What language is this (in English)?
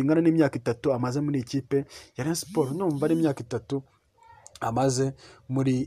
Kinyarwanda